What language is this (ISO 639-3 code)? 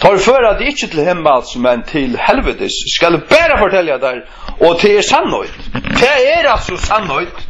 fao